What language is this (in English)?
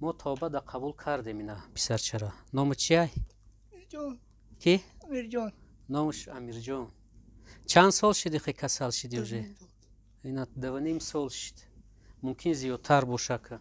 Tajik